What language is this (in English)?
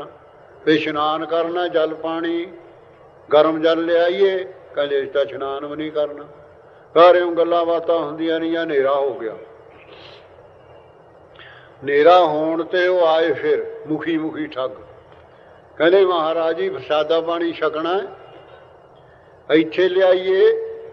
Punjabi